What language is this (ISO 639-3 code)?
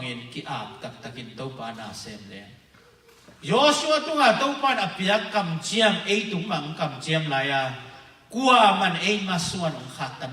ctd